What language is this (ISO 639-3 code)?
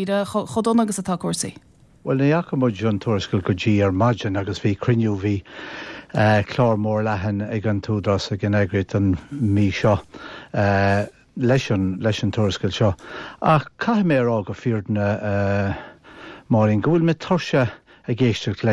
gle